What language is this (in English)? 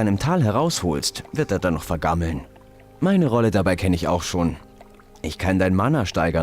Bavarian